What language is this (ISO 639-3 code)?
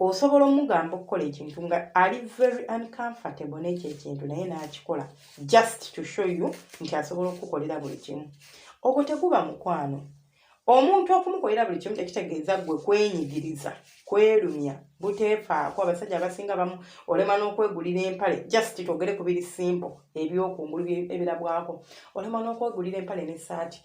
lug